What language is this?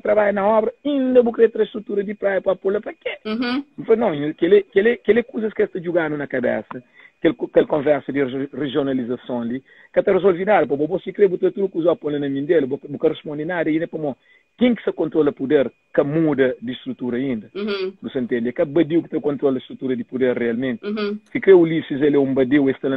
Kabuverdianu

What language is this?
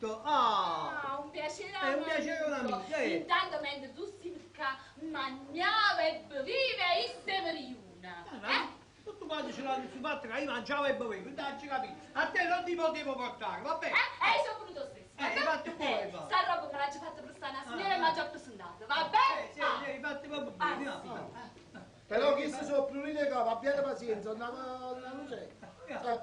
Neapolitan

